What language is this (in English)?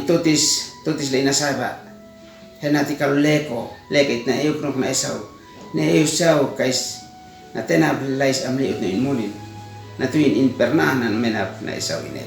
Uab Meto